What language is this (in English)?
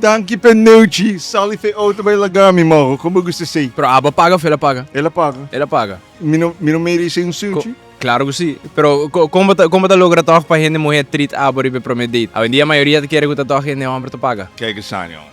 Papiamento